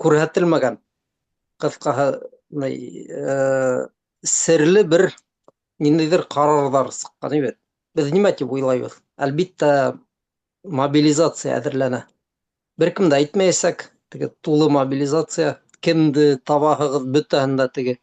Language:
Bashkir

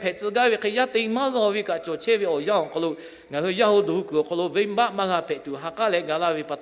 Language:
Lahu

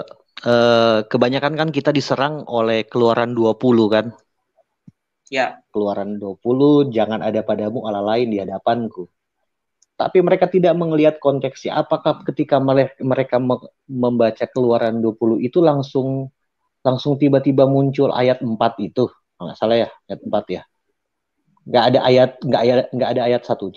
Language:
Indonesian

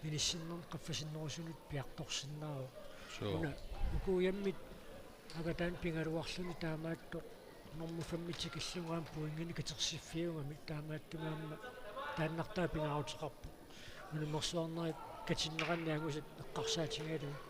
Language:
Kalaallisut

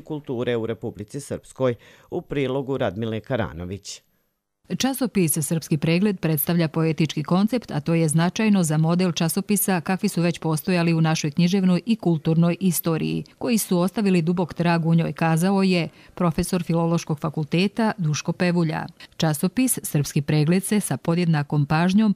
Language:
Bosnian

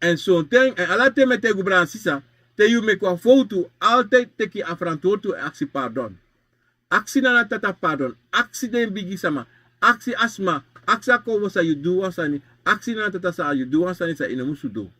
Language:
Sranan Tongo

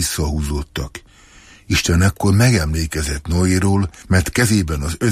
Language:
Hungarian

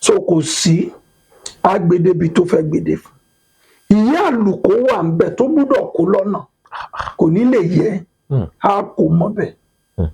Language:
Yoruba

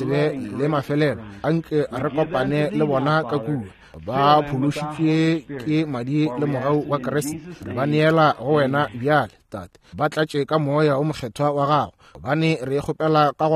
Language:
Northern Sotho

